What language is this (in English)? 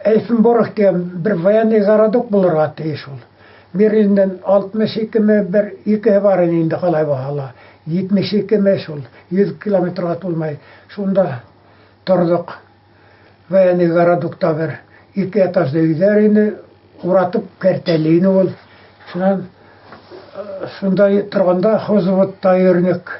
Bashkir